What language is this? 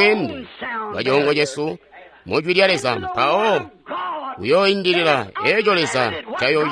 Tonga (Zambia)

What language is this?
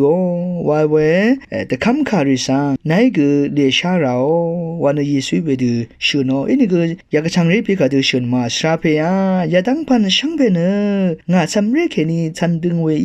Rawang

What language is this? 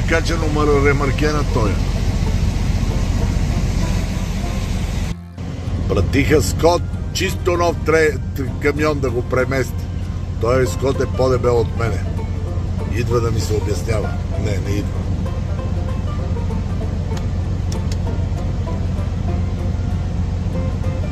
Bulgarian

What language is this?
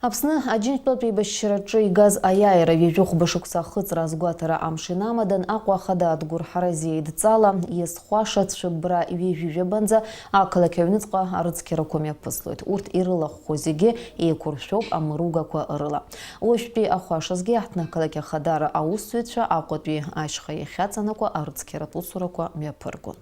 Abkhazian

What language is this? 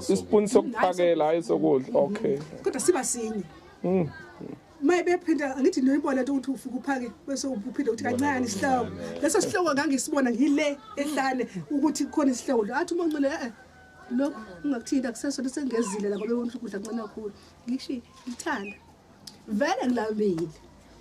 Zulu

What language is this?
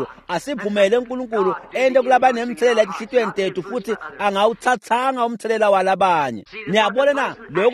Swati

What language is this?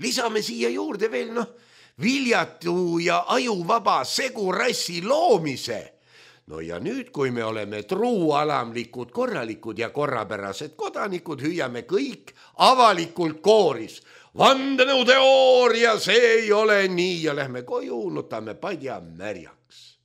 Estonian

